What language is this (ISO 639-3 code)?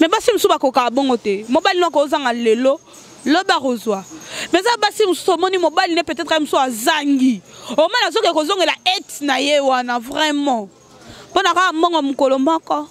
lin